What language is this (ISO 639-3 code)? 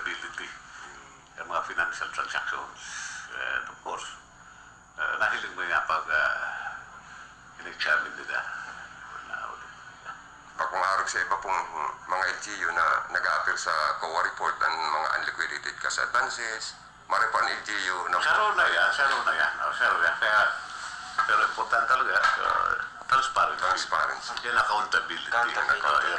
bik